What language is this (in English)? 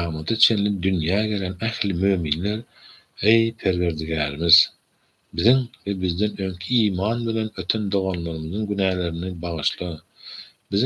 Turkmen